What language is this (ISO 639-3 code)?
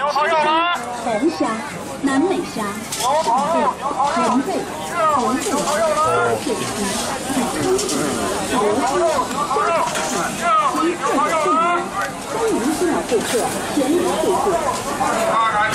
zho